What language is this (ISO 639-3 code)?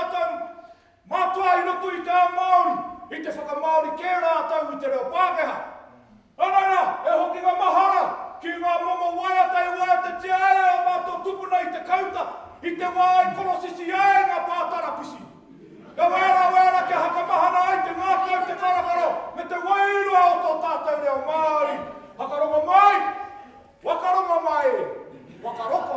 mri